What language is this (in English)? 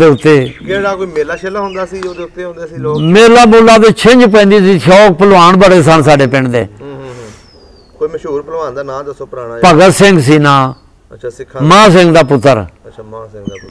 Punjabi